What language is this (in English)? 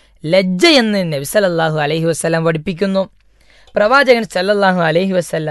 Malayalam